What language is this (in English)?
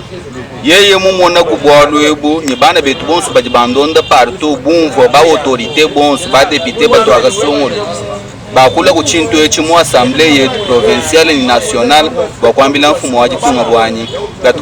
Luba-Lulua